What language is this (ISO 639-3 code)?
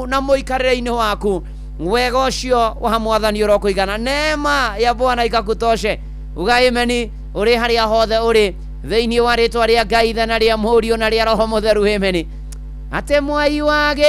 kik